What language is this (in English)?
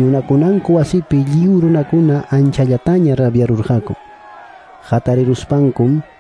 Quechua